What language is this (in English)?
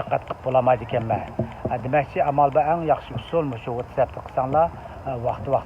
Uyghur